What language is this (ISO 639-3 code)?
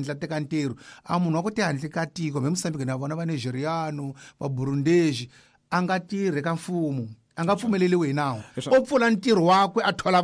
tso